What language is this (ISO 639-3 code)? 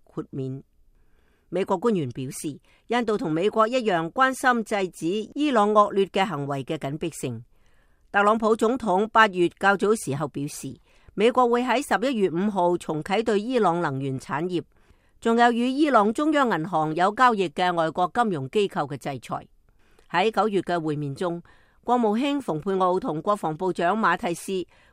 yue